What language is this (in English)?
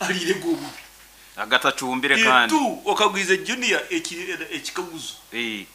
Nyoro